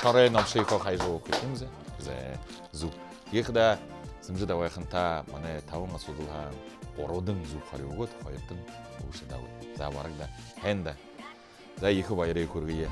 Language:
Buriat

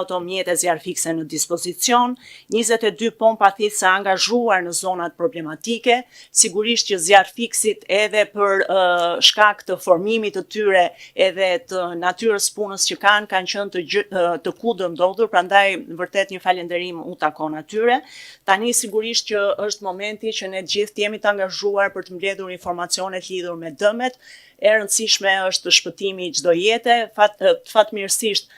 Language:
Albanian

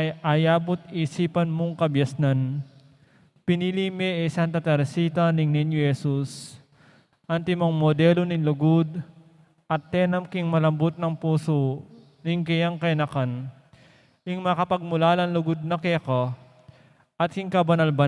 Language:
Pampanga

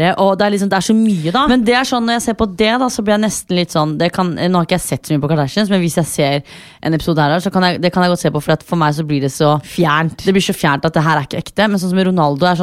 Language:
Norwegian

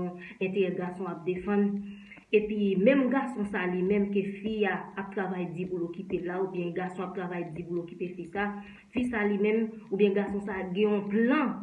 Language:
Haitian Creole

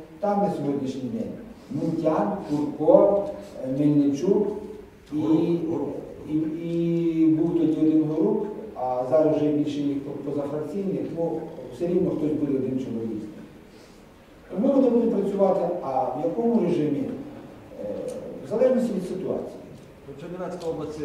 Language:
Ukrainian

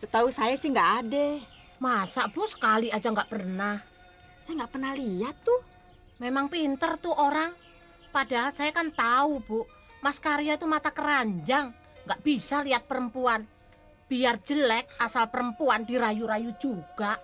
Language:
Betawi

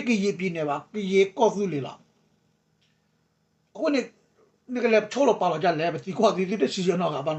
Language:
S'gaw Karen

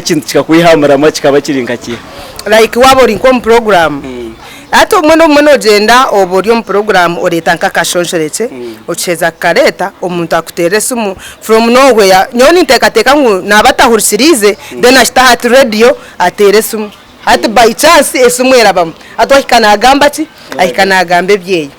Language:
Nyankole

